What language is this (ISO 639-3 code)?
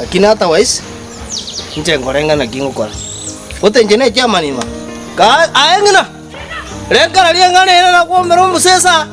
guz